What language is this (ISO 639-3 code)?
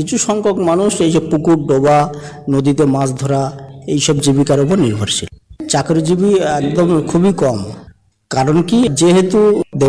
ben